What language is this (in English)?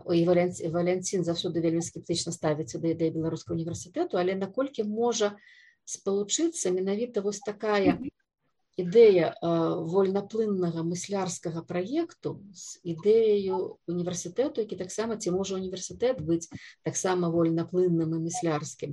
Belarusian